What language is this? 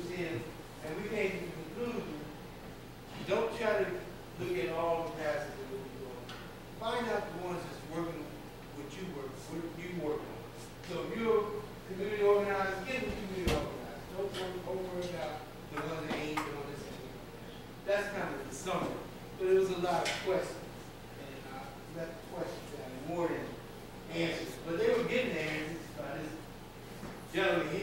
English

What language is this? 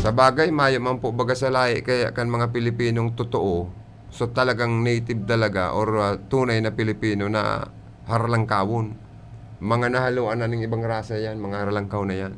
Bikol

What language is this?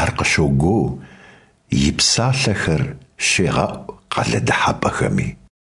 Kabardian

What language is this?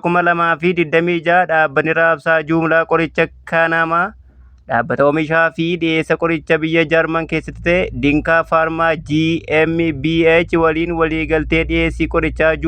Oromo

